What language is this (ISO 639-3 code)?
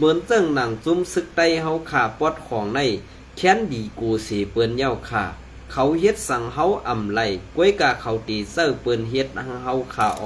shn